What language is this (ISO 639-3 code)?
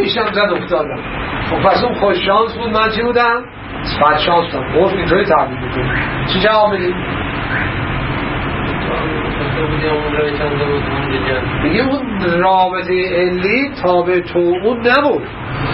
fas